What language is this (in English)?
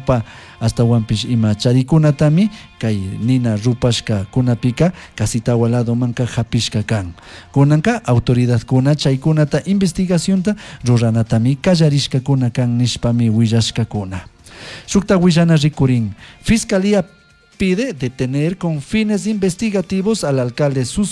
Chimborazo Highland Quichua